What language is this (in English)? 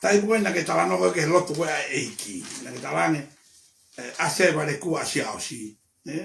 Tongan